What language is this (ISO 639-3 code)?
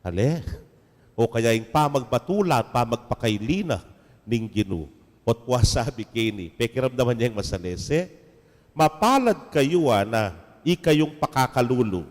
pam